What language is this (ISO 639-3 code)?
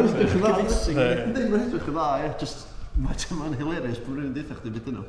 cym